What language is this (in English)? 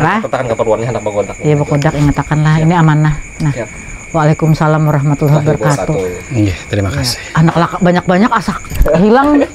Banjar